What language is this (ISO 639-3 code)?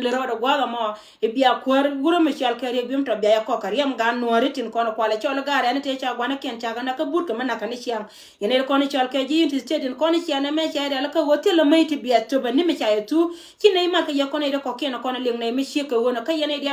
nus